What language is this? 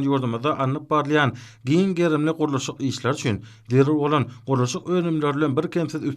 Turkmen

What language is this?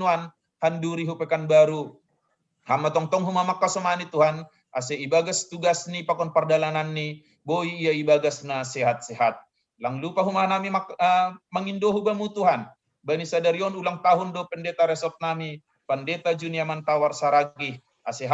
Batak Simalungun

